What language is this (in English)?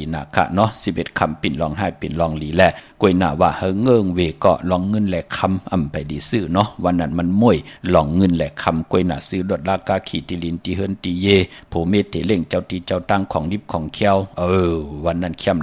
Shan